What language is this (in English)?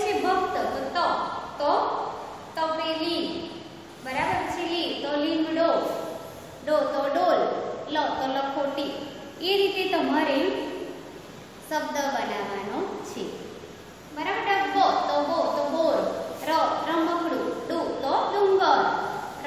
Gujarati